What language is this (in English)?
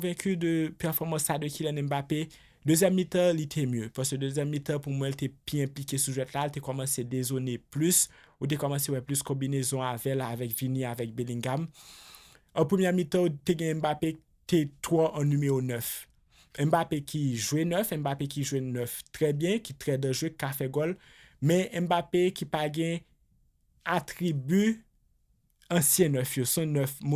Haitian Creole